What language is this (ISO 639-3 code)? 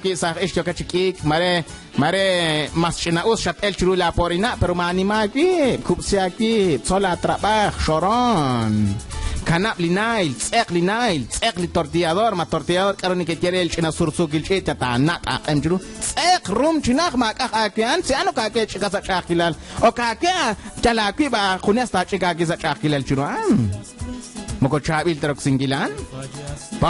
kek